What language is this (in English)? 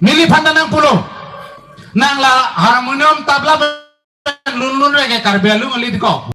Karbi